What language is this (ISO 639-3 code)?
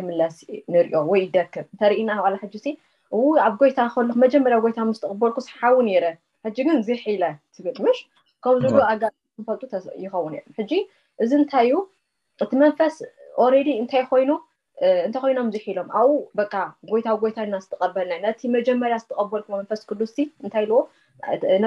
tir